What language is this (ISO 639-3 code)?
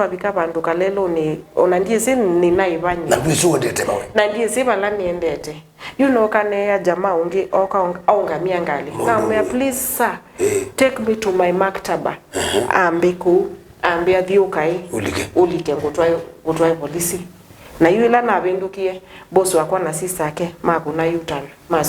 kam